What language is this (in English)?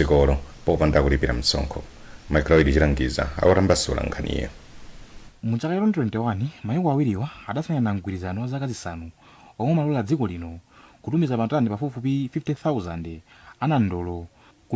Nyanja